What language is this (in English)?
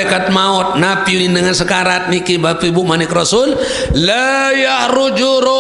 Sasak